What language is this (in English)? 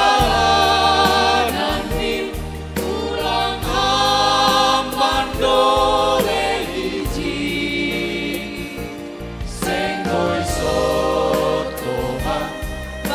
Batak Simalungun